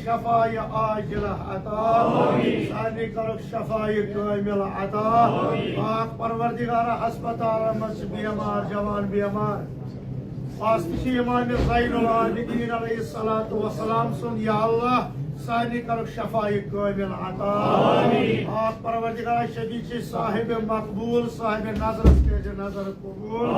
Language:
Kashmiri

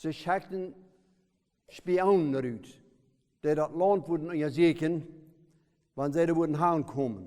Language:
Plautdietsch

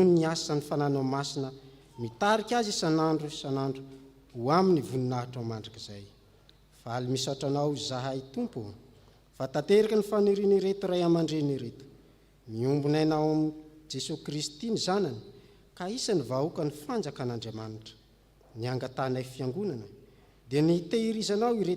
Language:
Malagasy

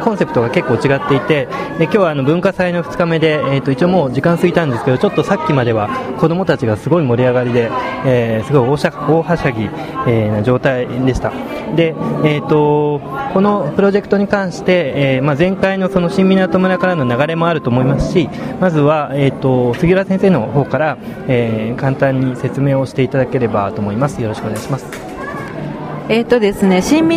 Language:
Japanese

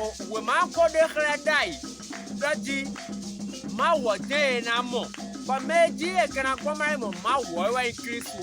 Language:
Fon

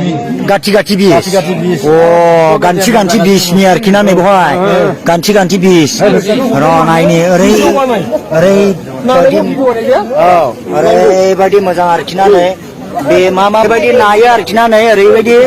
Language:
Bodo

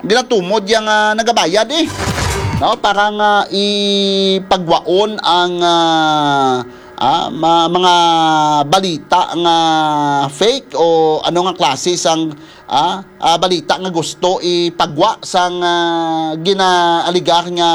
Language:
Hiligaynon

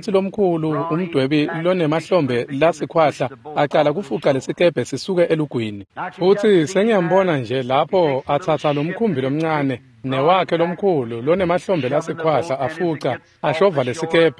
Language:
Swati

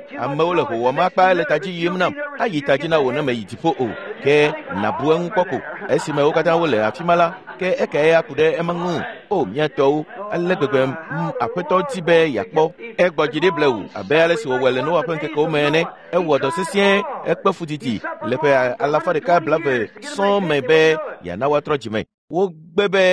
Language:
Ewe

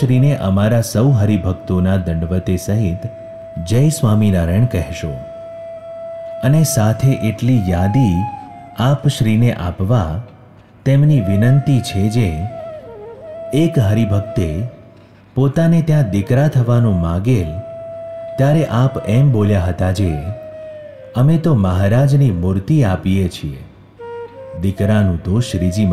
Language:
Gujarati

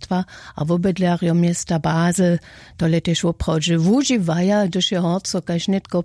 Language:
Upper Sorbian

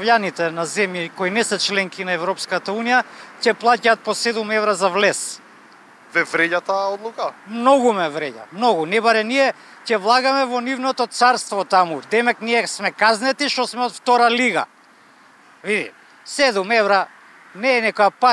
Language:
Macedonian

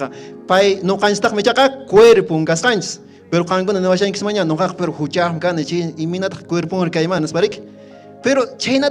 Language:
Quechua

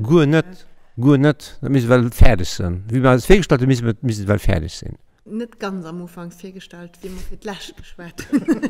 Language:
Luxembourgish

